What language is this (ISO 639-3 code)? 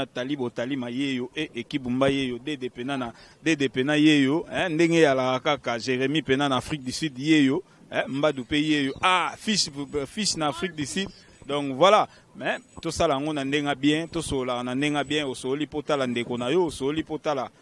lin